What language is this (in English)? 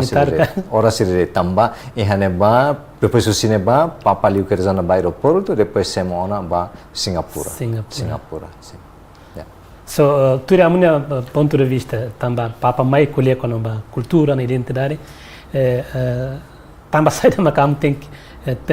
Tetum